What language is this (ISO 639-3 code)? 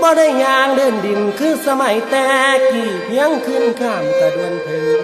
tts